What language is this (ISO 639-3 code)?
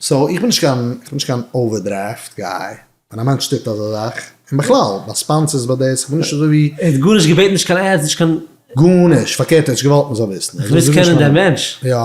yid